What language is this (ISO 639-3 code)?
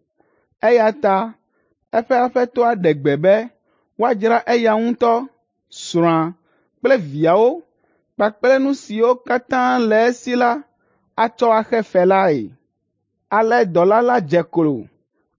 ewe